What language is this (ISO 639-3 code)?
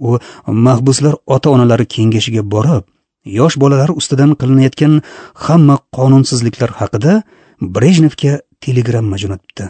uzb